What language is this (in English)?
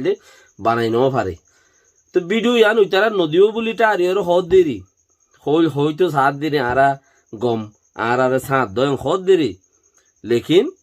Rohingya